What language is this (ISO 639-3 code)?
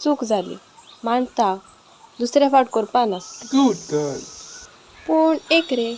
kok